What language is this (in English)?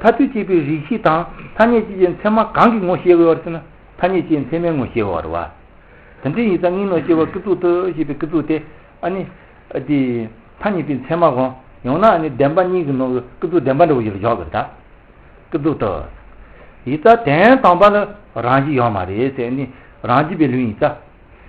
Tibetan